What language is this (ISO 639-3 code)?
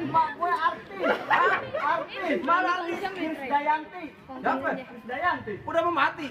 bew